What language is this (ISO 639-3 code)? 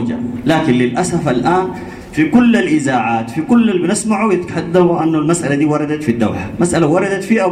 apd